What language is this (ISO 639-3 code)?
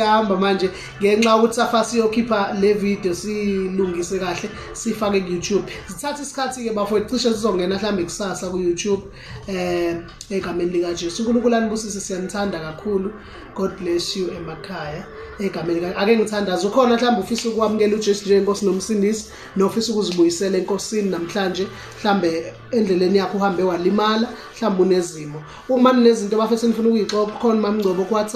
zul